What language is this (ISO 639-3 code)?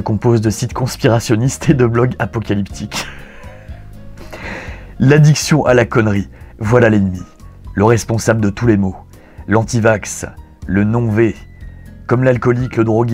fra